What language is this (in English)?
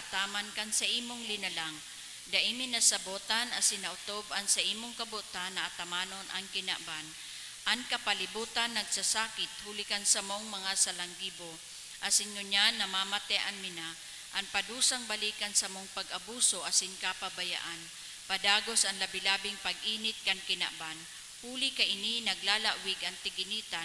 Bikol